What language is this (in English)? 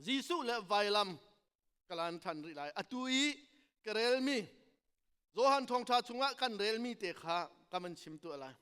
Hakha Chin